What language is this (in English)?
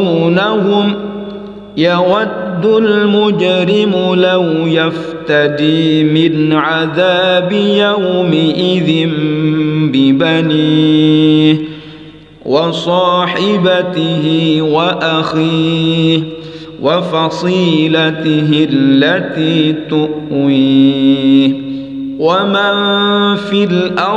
Arabic